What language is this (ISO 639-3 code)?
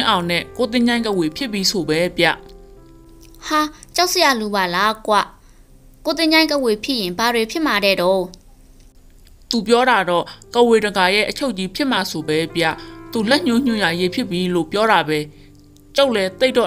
mya